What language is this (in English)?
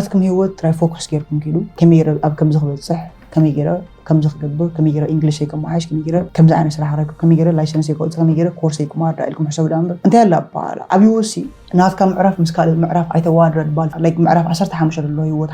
Tigrinya